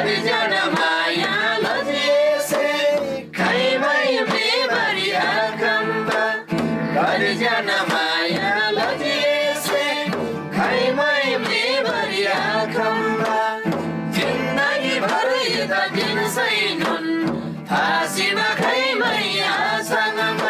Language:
Eastern Tamang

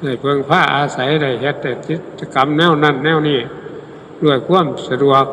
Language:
Northeastern Thai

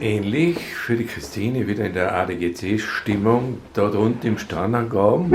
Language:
Bavarian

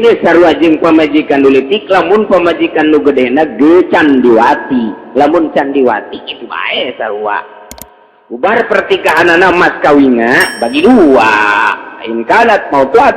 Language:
Sundanese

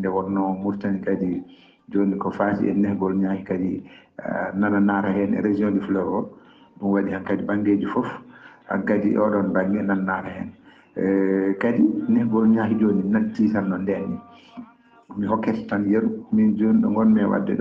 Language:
Fula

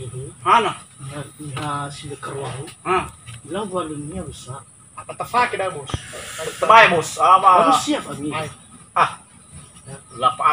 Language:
Nias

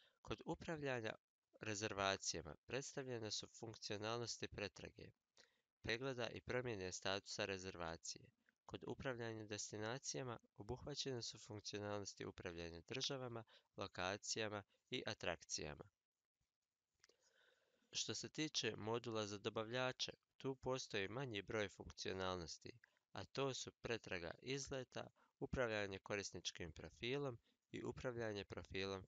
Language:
Croatian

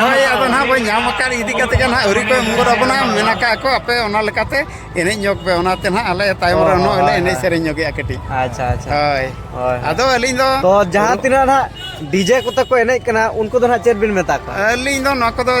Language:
Santali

